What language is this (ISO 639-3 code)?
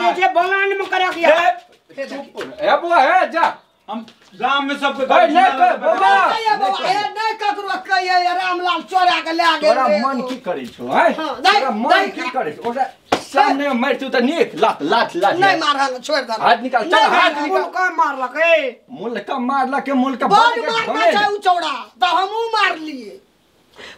mai